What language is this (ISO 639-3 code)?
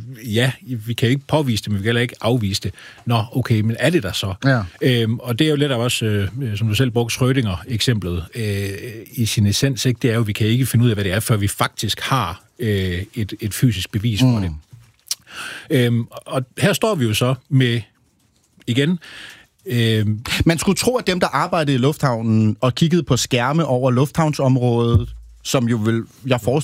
dan